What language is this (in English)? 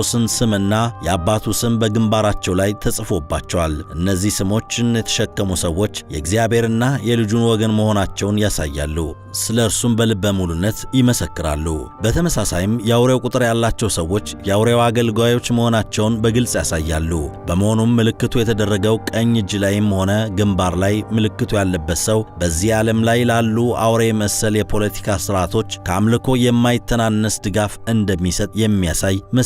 Amharic